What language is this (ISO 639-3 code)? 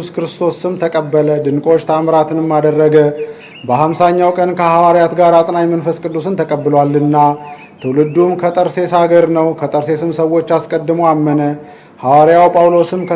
amh